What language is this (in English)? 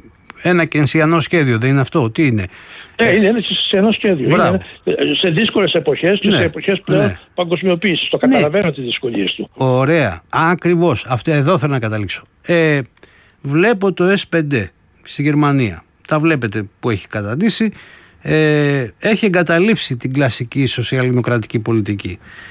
Greek